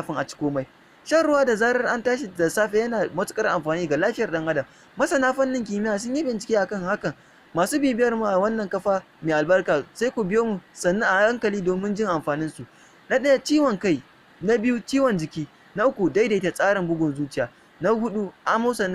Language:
Hausa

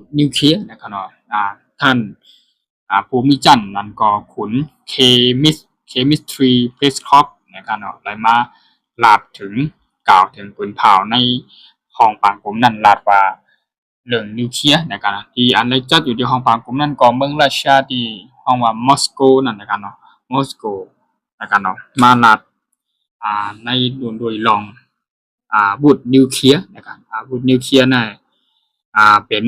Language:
Shan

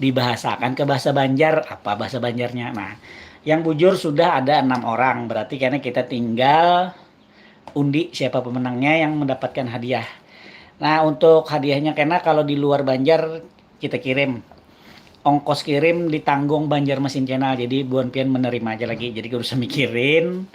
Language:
Banjar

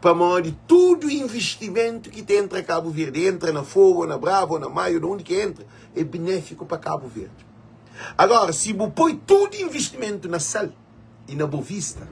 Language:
Kabuverdianu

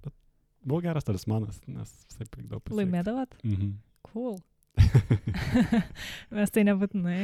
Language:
Lithuanian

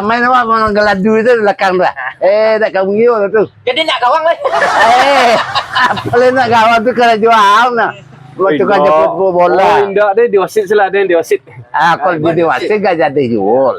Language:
Minangkabau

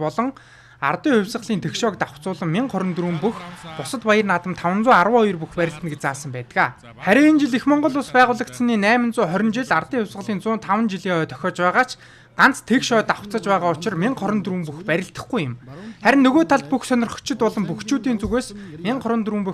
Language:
Mongolian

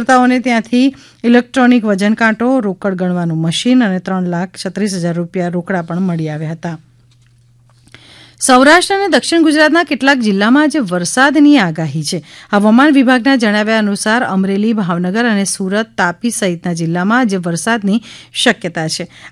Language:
Gujarati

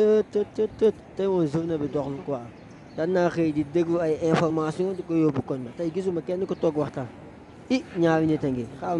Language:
Wolof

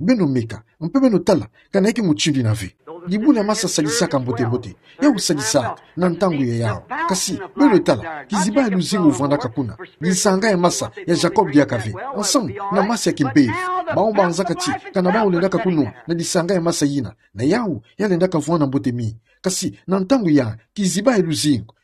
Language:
Kituba (Democratic Republic of Congo)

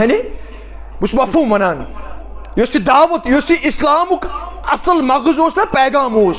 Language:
Kashmiri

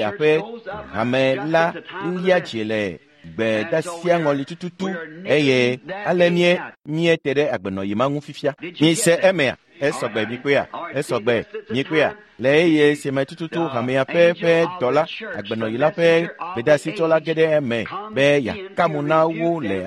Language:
Ewe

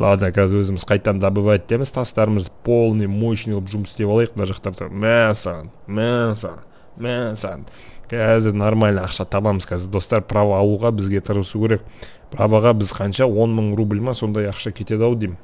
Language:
Kazakh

